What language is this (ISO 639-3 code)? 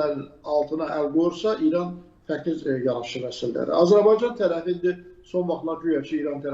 aze